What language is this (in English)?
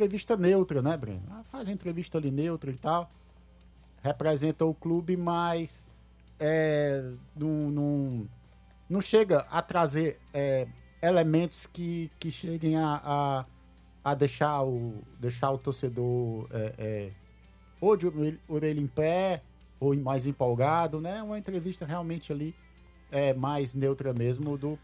Portuguese